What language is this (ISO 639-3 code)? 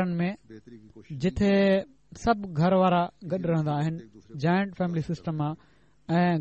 snd